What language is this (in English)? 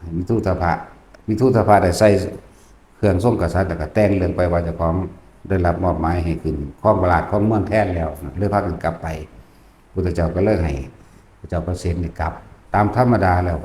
Northeastern Thai